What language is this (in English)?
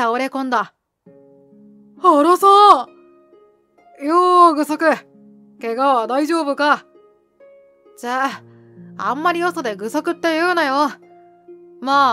Japanese